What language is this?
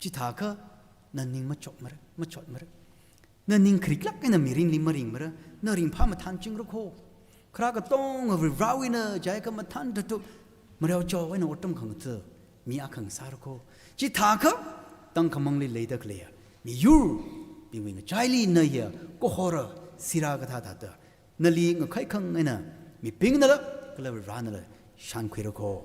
Tangkhul Naga (India)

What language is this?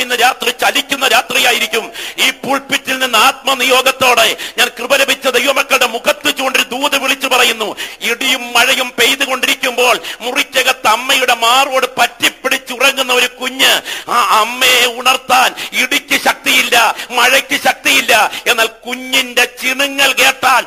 Malayalam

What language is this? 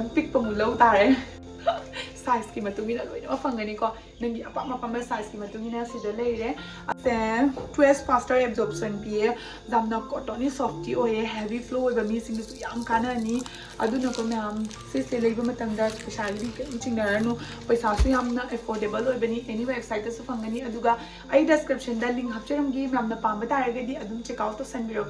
Manipuri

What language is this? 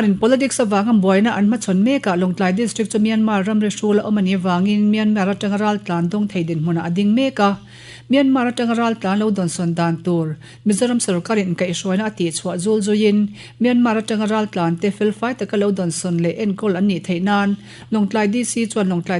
Mizo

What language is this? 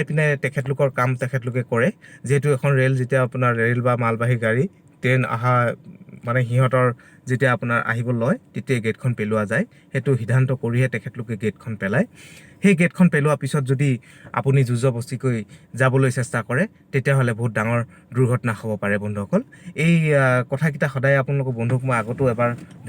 Assamese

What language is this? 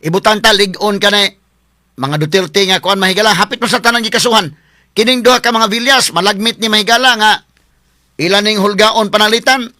Cebuano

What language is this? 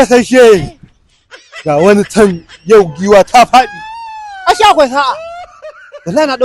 Hausa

